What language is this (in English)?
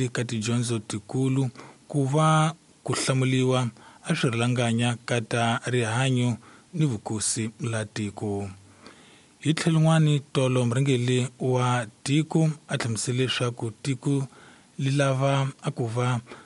Tsonga